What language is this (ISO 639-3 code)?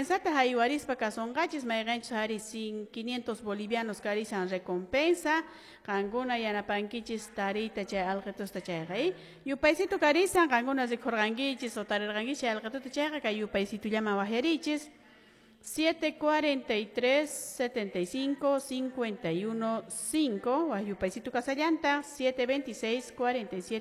que